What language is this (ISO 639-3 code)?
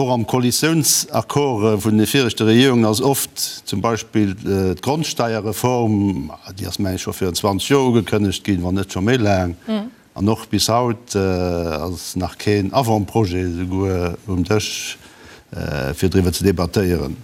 ltz